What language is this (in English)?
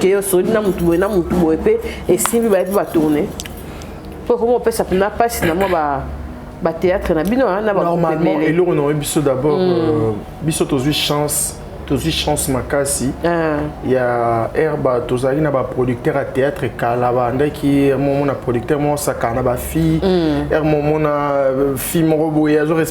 Lingala